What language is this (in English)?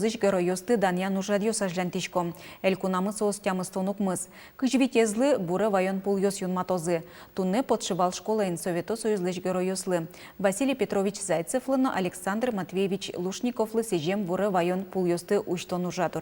Udmurt